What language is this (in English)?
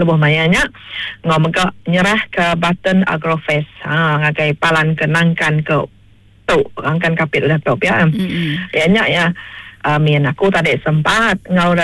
Iban